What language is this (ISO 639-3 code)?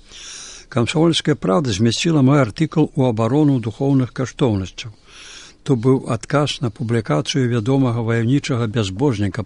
bel